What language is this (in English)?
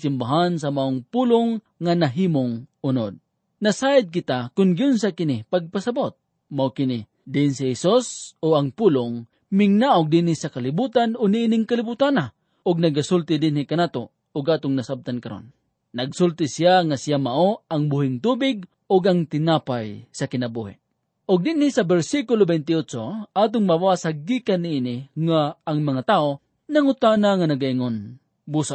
Cebuano